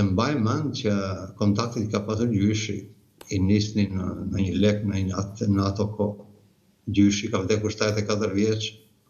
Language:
Albanian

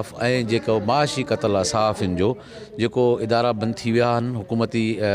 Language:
Sindhi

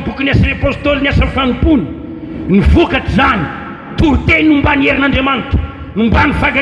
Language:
Malagasy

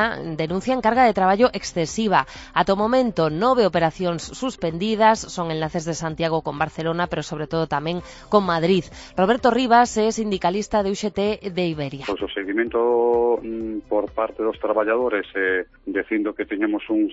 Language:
Galician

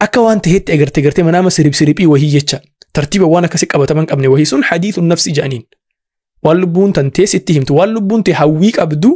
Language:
Oromo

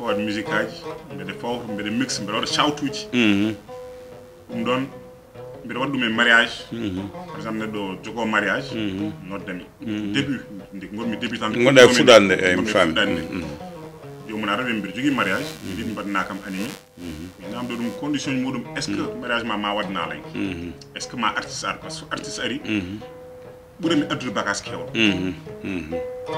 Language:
Fula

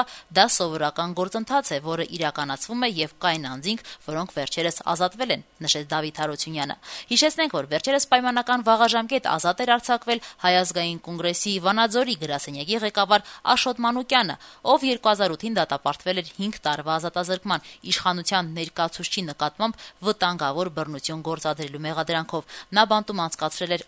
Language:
Armenian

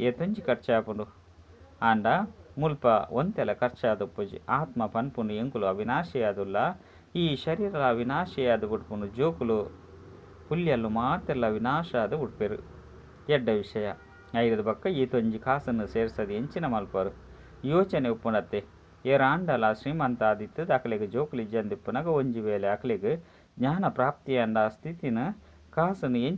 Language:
Tulu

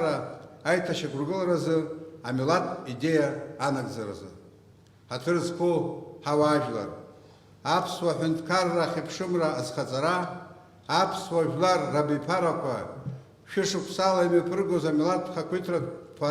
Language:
Abkhazian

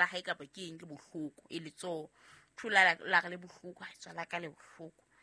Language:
Southern Sotho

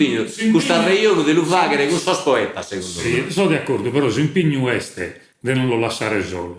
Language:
Sardinian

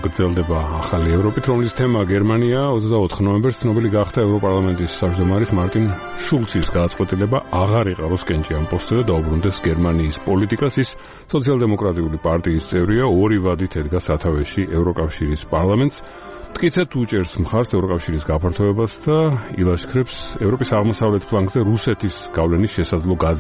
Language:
Georgian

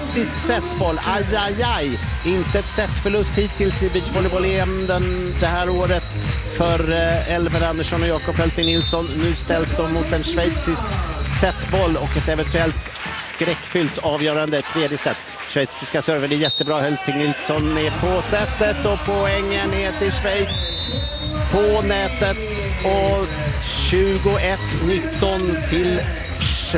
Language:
Swedish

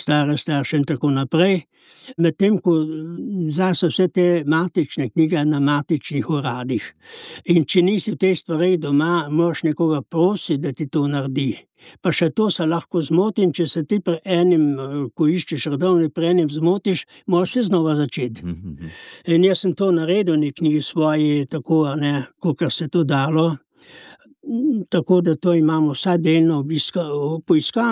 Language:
Slovenian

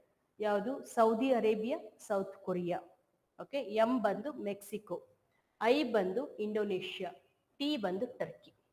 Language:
Kannada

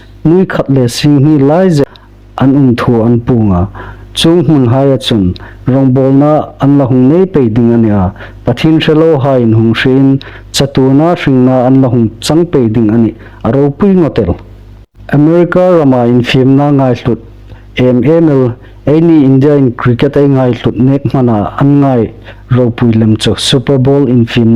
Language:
Hmar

